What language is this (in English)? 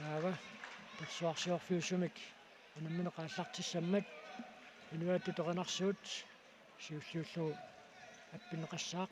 Kalaallisut